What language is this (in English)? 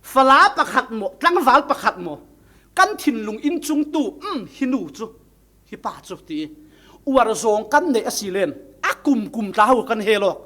Falam Chin